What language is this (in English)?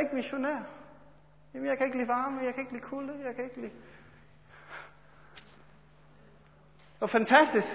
Danish